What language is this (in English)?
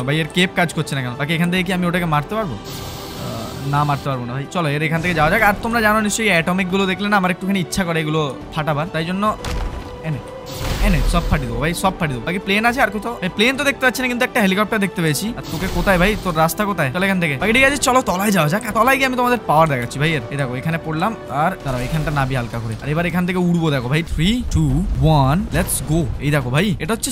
Bangla